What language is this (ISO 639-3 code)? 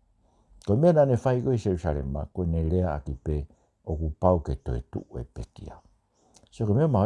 ton